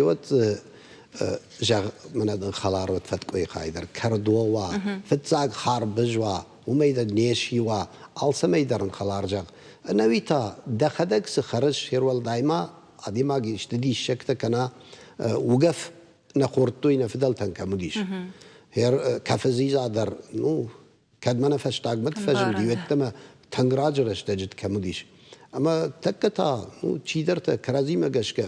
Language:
Ossetic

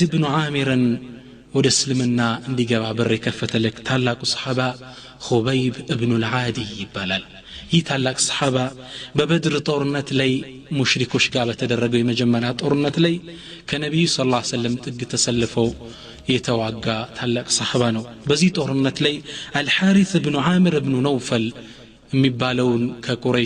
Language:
Amharic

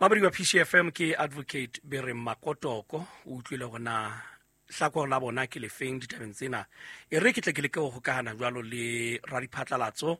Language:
Southern Sotho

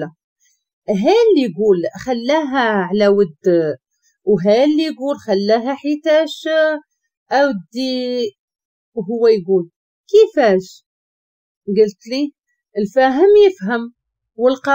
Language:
Moroccan Arabic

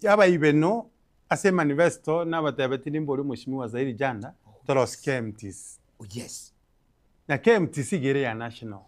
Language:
Gusii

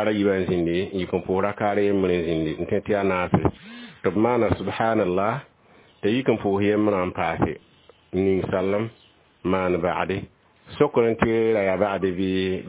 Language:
Mossi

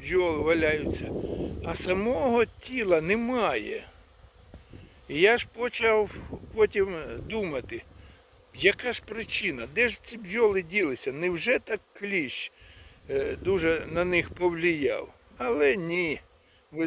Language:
Ukrainian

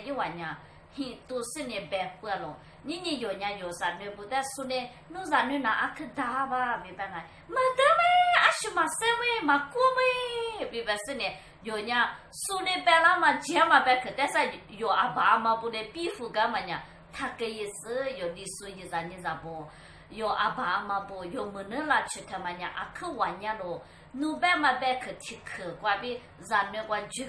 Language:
Lisu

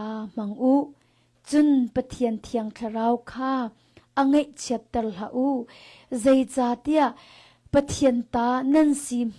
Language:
Hakha Chin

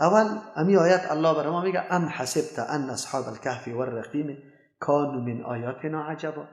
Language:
Persian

